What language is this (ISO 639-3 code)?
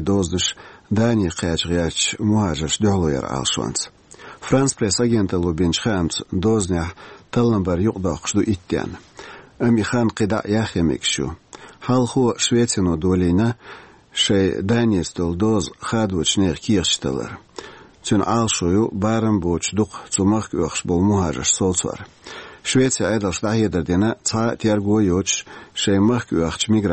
che